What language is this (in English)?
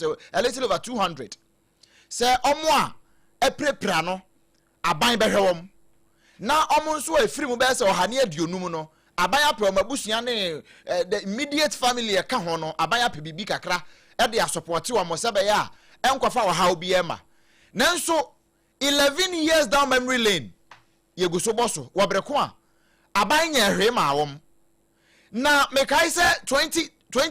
Akan